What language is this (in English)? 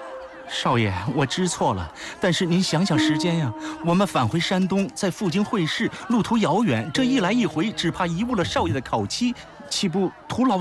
Chinese